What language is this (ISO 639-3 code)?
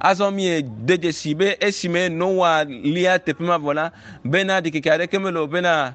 ewe